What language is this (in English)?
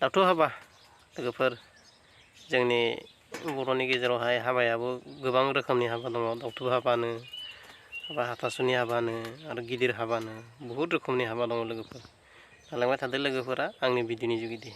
Bodo